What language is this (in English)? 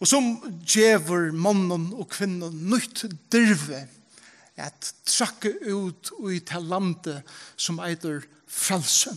Faroese